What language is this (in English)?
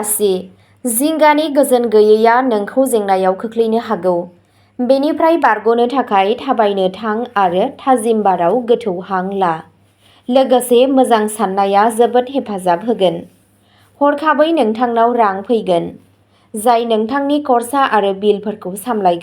Bodo